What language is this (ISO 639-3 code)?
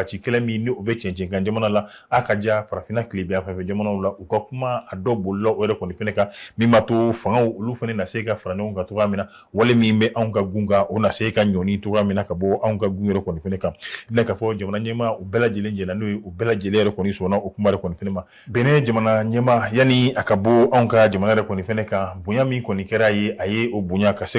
bam